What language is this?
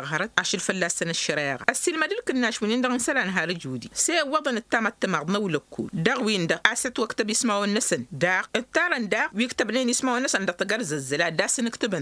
Tamasheq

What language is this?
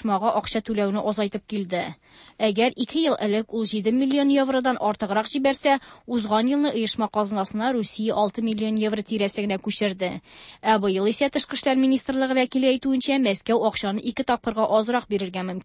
Tatar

